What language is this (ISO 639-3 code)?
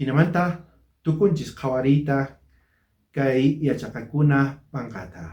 quh